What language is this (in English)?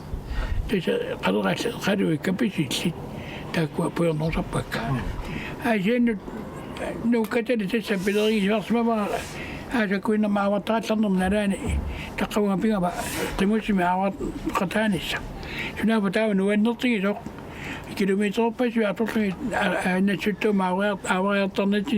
Kalaallisut